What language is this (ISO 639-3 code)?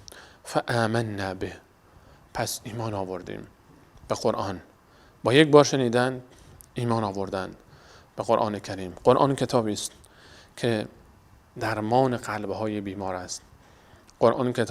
fas